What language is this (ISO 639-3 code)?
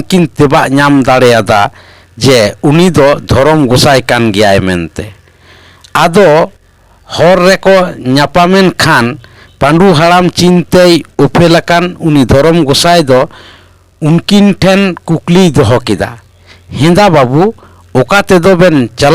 sat